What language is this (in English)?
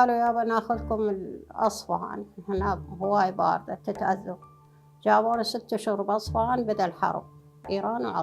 Mesopotamian Arabic